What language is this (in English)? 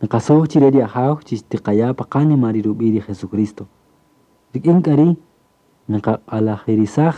Kaqchikel